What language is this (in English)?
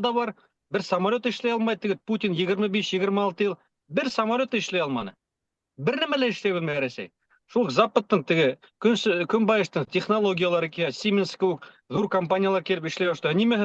Bashkir